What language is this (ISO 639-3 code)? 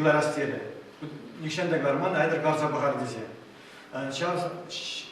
chv